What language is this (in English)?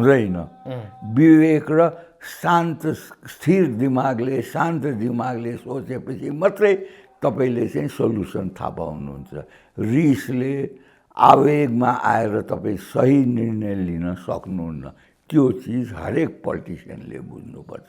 Nepali